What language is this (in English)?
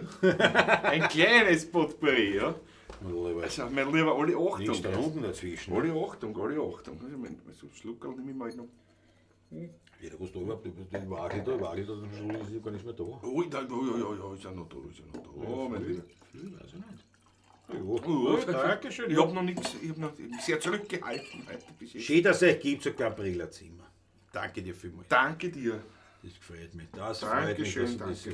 Bavarian